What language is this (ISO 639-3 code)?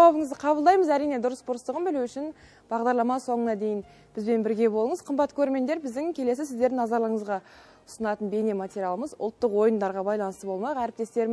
kaz